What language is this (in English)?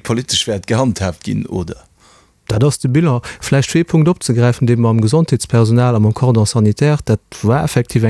Luxembourgish